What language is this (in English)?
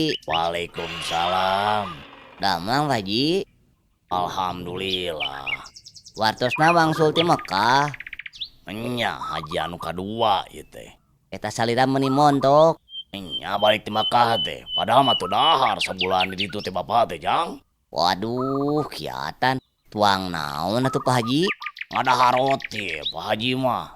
Sundanese